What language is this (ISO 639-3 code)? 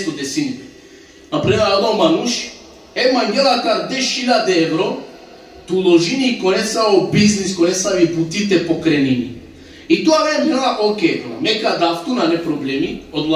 rmn